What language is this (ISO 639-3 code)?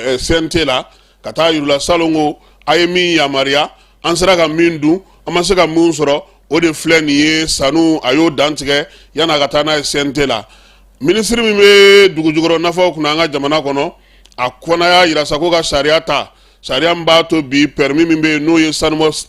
bam